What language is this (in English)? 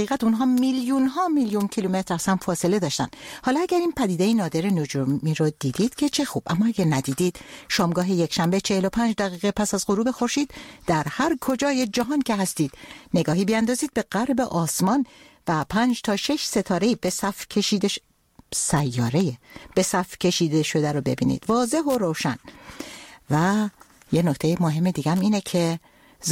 Persian